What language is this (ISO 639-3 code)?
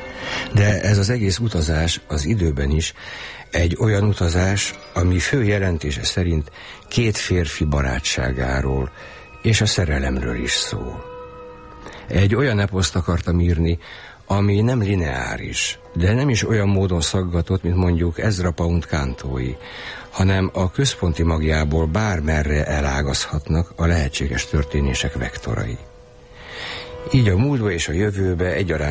hun